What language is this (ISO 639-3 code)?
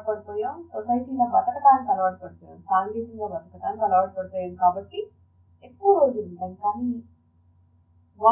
tel